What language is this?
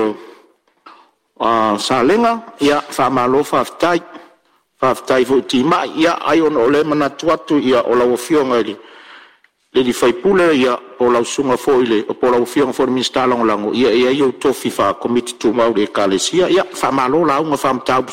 Samoan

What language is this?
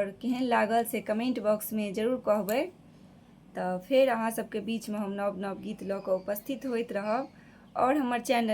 Maithili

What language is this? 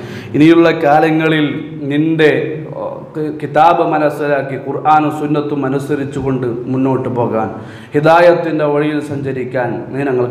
Malayalam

